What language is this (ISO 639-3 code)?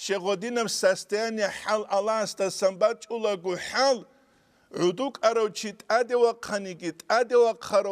ava